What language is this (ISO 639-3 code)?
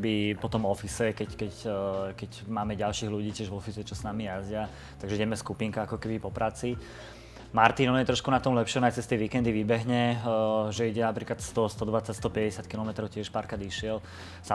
slk